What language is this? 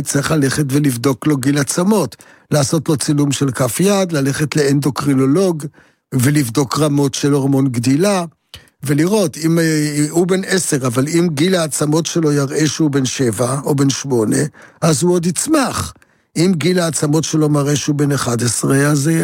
Hebrew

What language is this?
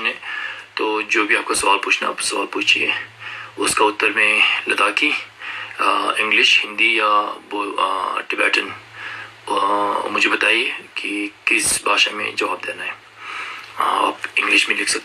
Ladakhi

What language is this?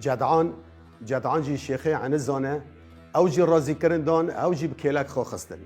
Kurdish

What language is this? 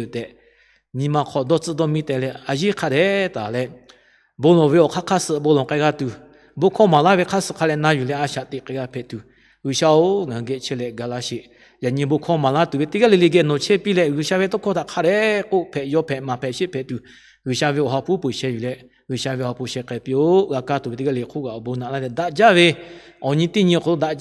Lahu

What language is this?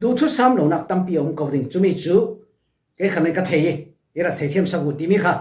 Falam Chin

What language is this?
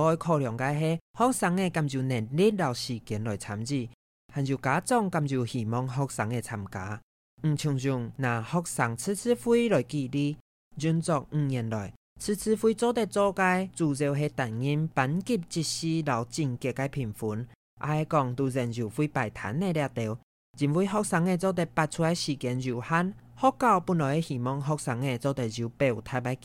Hakka Chinese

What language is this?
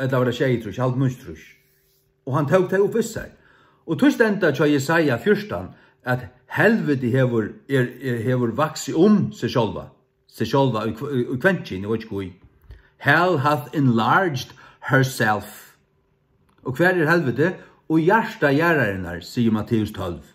Faroese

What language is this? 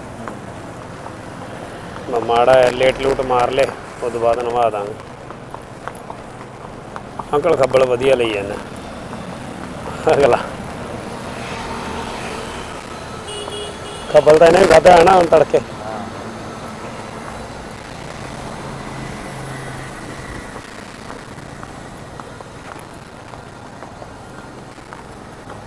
Punjabi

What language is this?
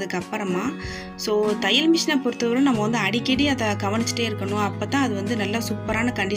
Tamil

